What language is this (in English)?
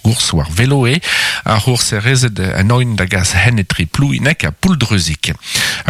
Breton